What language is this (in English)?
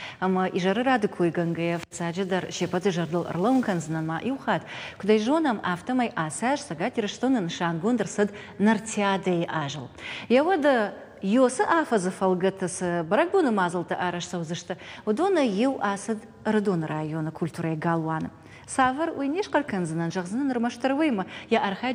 Ossetic